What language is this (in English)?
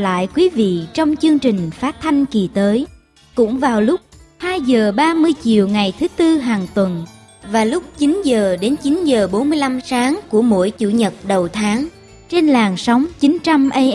Vietnamese